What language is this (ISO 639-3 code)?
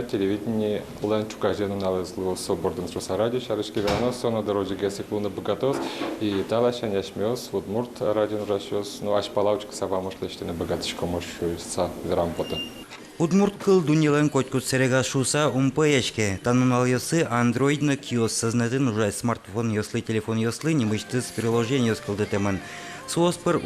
udm